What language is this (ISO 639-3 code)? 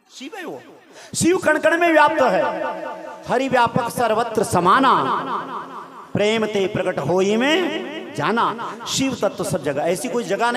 hin